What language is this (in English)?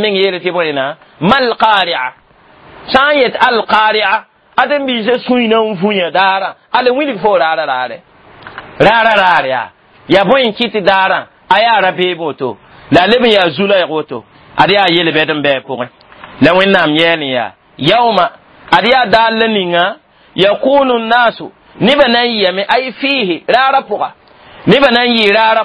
Mossi